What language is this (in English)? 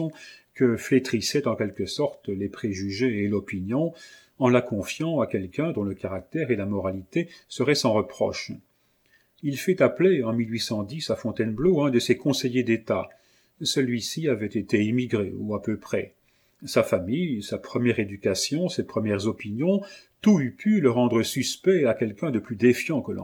French